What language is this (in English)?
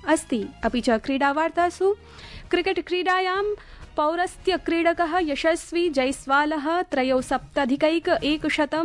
Sanskrit